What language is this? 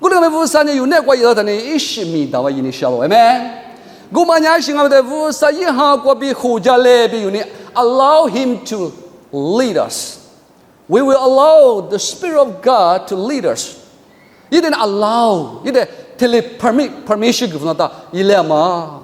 Lisu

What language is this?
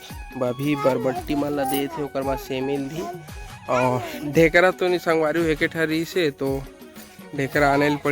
Chhattisgarhi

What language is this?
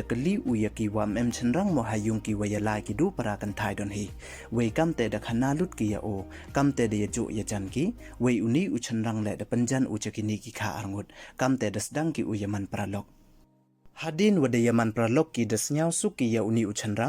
Pnar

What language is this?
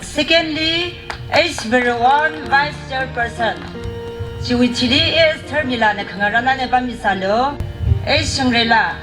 Tangkhul Naga (India)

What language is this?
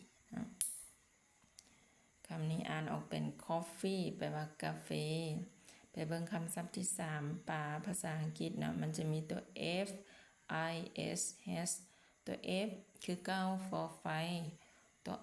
Lao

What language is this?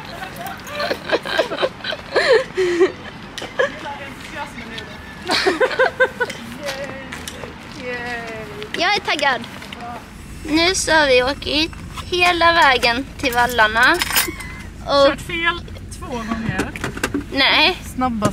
Swedish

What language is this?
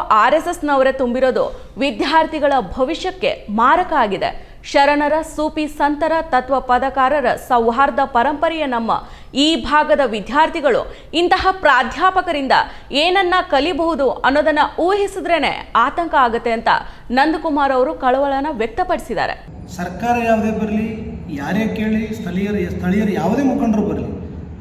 Kannada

